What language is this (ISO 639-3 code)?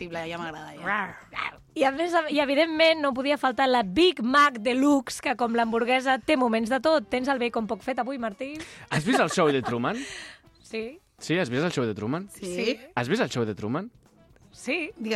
cat